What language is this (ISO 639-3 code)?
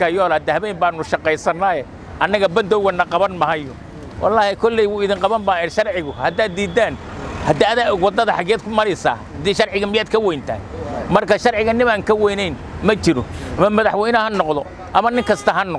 som